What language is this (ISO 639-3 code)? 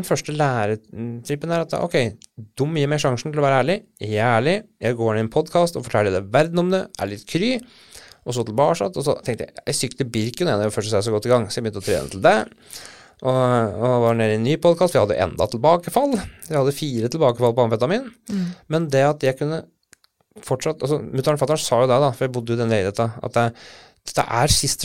nor